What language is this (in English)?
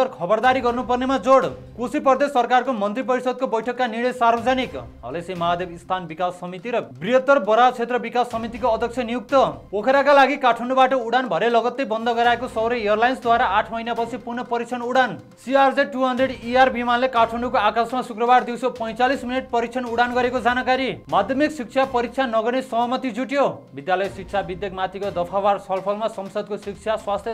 Nepali